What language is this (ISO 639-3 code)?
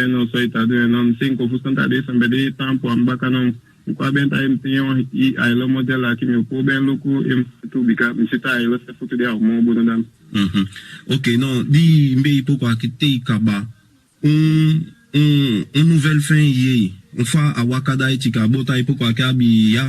srm